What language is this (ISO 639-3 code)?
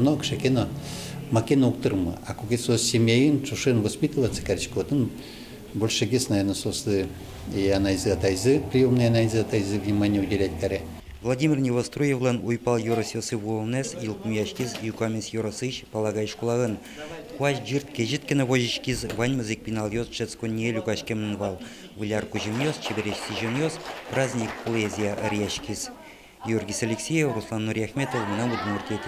udm